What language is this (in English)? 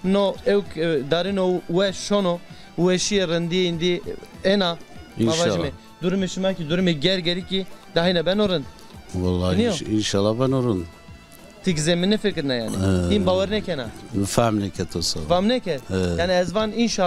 Zaza